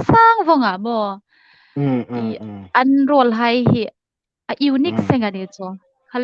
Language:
Hmar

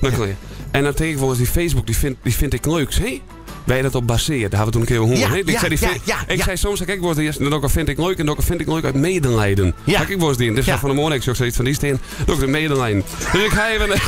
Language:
Western Frisian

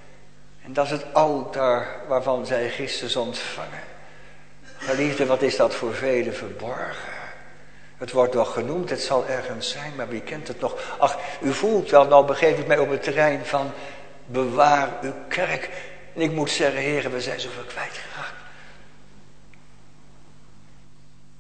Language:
Dutch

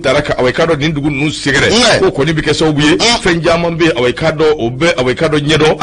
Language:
Bambara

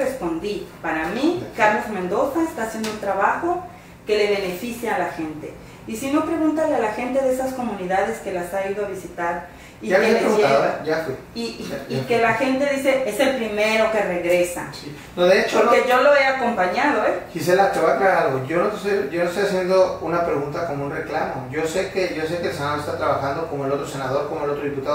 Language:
Spanish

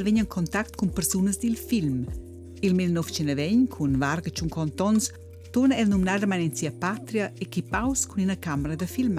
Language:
Romansh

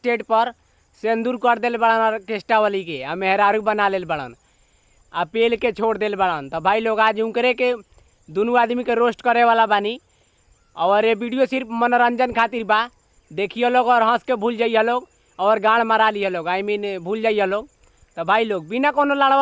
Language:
Bhojpuri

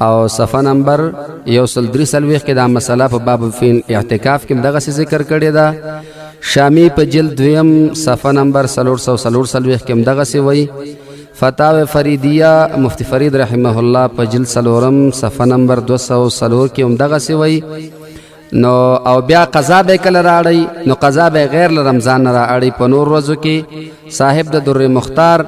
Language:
Pashto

